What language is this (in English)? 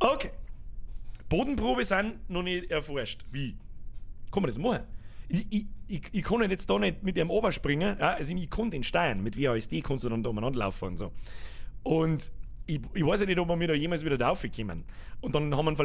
Bavarian